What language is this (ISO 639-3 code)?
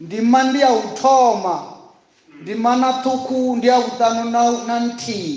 ven